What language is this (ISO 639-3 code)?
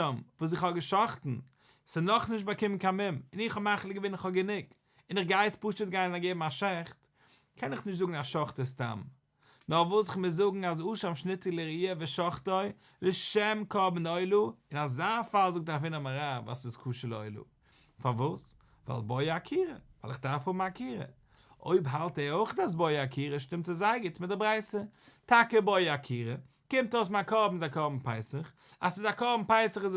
yid